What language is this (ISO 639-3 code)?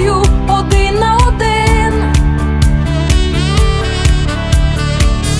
ukr